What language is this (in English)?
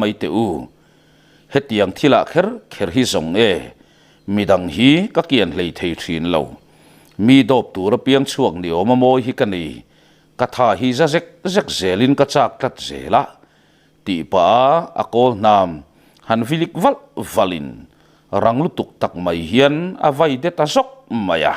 Mizo